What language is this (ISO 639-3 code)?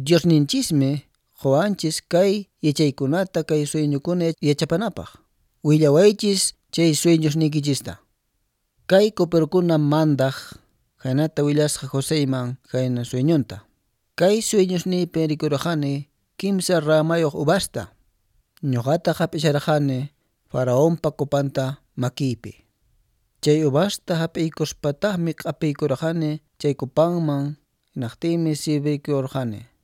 que